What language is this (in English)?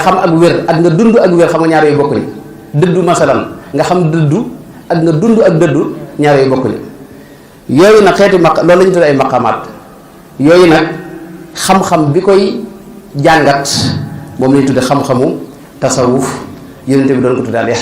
Wolof